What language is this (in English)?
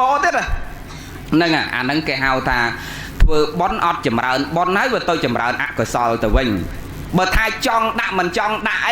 Khmer